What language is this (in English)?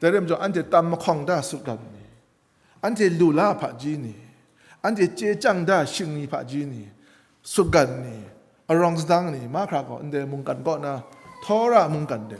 Kachin